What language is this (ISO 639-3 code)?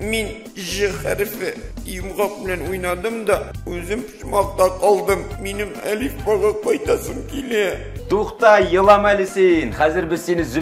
tat